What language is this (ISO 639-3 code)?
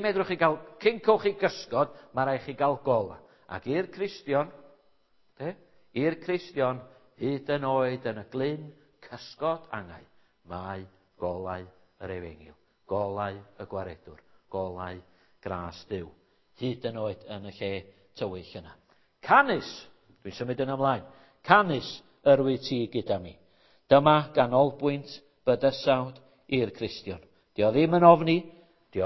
cym